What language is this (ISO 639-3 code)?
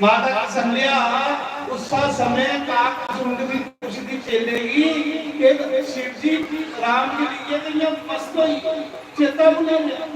doi